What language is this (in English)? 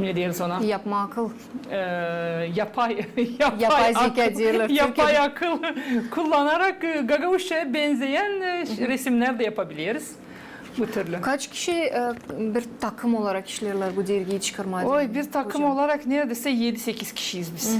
Gagauz